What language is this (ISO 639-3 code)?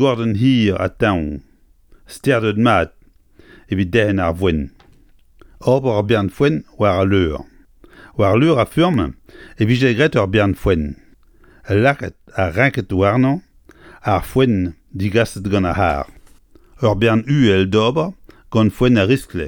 bre